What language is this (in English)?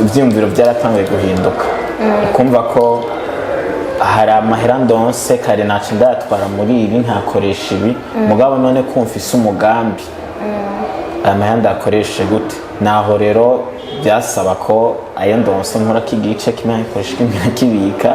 Rundi